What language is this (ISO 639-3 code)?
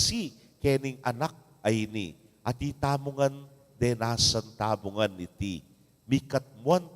pam